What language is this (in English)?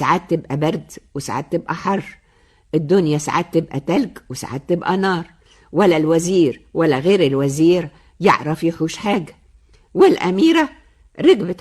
Egyptian Arabic